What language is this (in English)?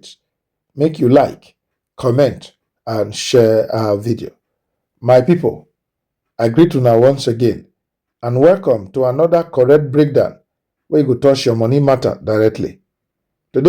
Nigerian Pidgin